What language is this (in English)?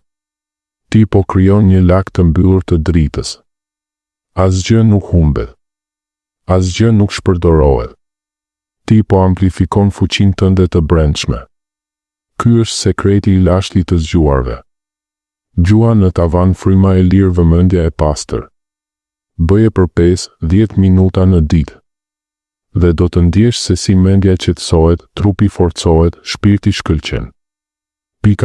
Albanian